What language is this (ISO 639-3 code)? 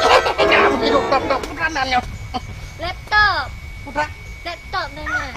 ace